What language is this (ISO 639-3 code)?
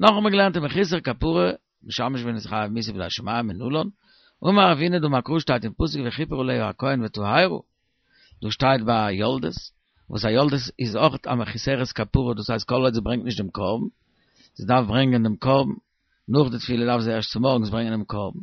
yid